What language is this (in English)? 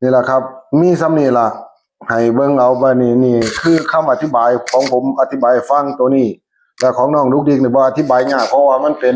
Northeastern Thai